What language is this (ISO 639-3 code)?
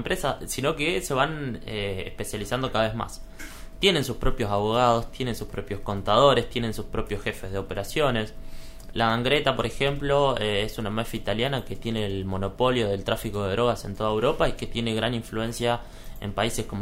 spa